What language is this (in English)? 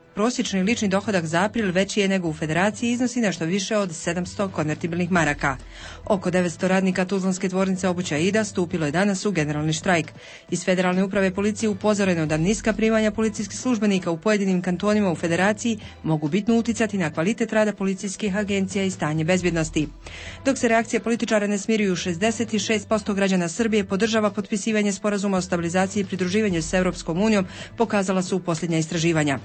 Bosnian